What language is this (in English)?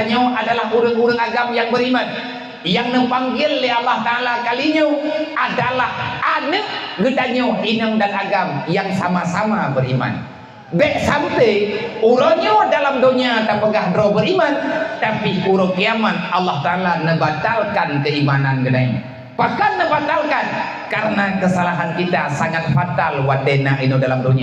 Achinese